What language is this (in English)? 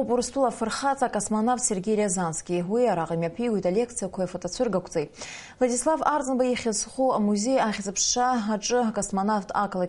Abkhazian